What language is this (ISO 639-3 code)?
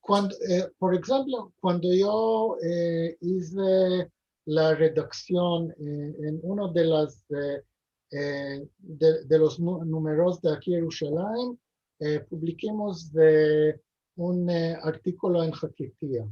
lad